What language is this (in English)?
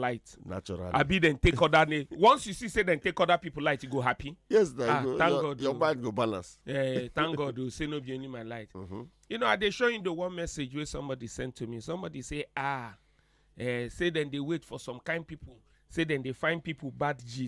Nigerian Pidgin